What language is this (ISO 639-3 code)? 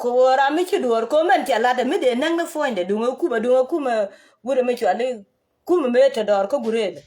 nus